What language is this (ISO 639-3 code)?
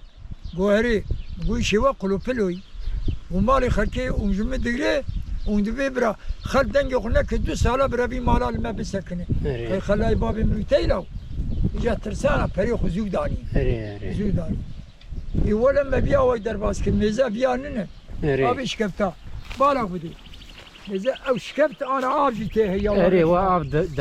kur